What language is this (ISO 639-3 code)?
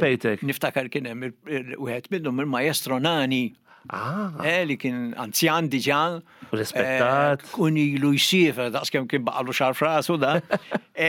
mlt